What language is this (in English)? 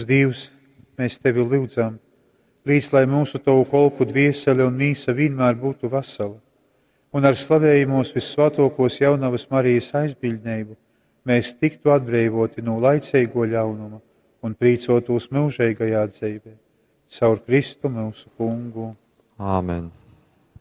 Latgalian